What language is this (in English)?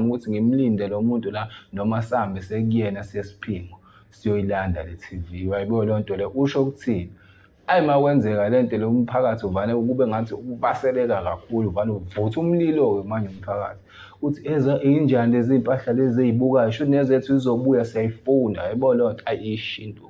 Zulu